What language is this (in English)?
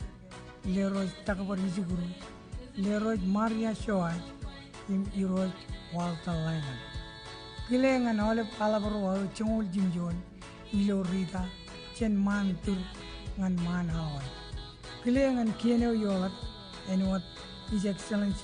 Marshallese